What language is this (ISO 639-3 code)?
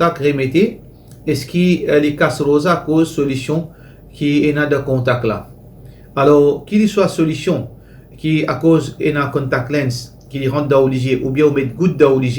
mfe